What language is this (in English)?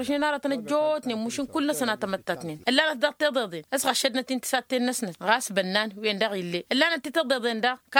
Tamasheq